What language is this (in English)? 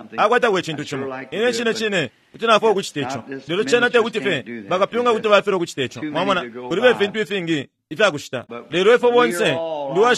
Bemba